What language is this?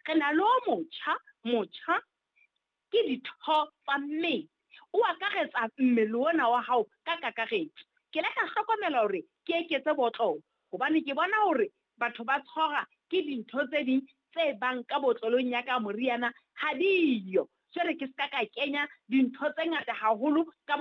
Southern Sotho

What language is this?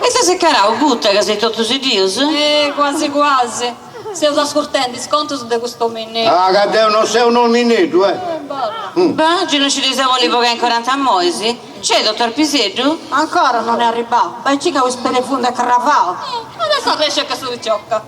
Sardinian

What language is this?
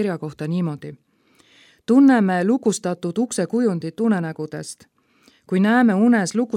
Estonian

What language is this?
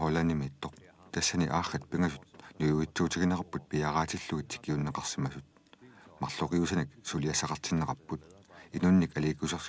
Kalaallisut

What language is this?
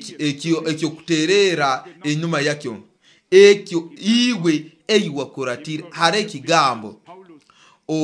Nyoro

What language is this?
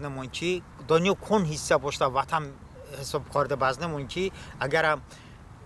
Talysh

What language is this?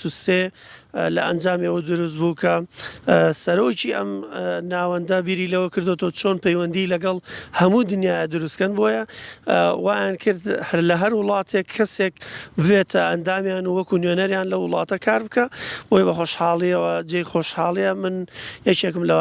Central Kurdish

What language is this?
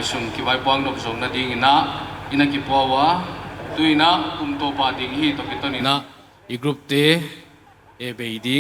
Paite Chin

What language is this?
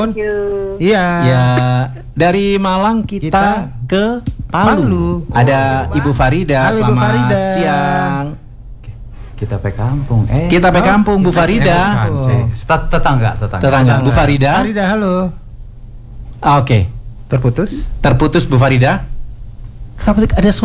Indonesian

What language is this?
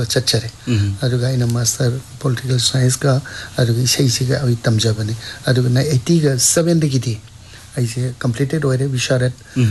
Manipuri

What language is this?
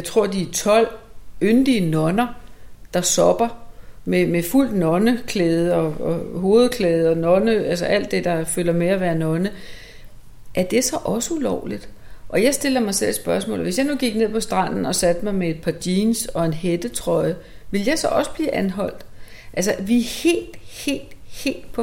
Danish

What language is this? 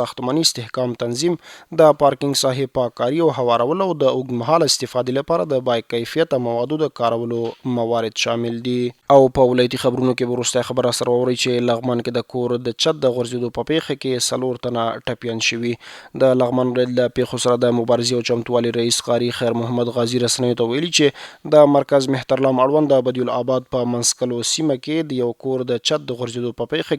Pashto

